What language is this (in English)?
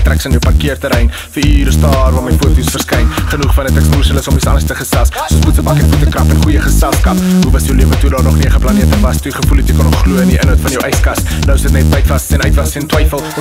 Afrikaans